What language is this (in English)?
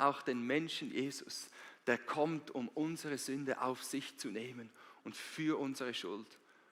Swiss German